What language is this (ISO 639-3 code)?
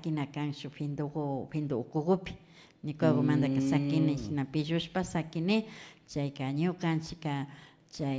qvi